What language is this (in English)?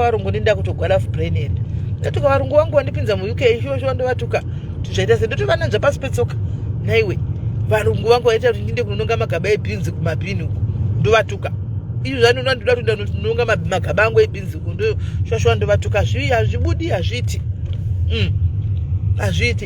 Shona